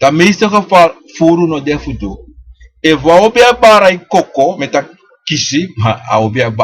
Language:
Sranan Tongo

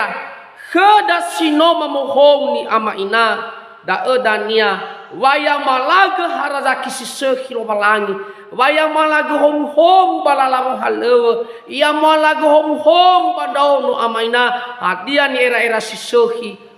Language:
Nias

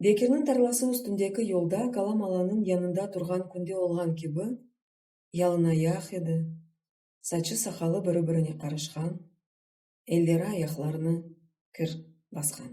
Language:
Crimean Tatar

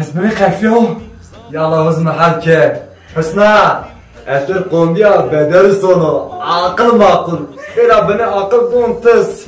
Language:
Zaza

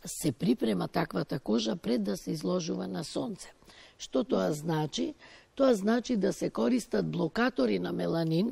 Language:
Macedonian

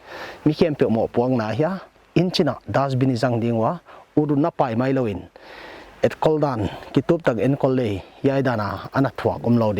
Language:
Paite Chin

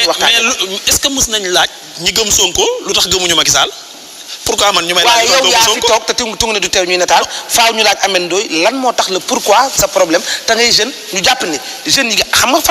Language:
Wolof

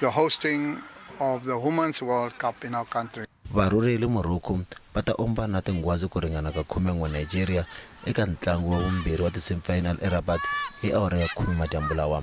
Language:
Tsonga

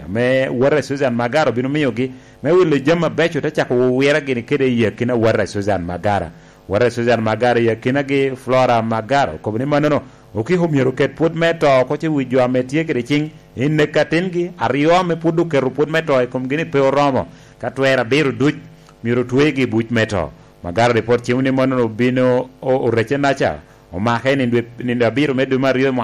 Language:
Lango (Uganda)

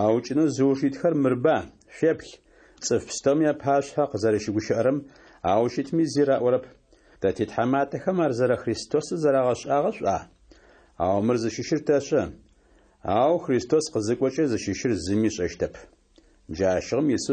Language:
Adyghe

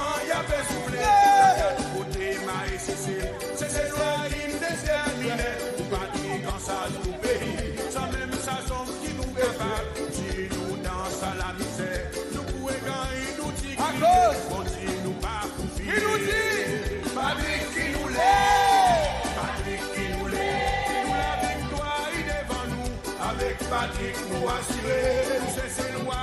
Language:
Seselwa Creole French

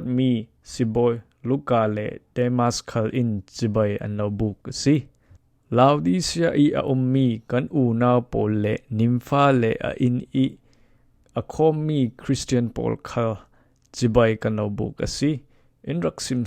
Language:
Falam Chin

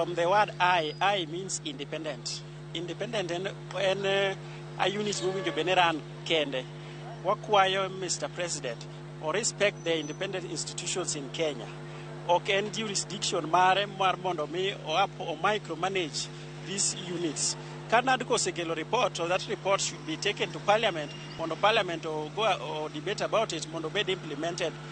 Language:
Luo (Kenya and Tanzania)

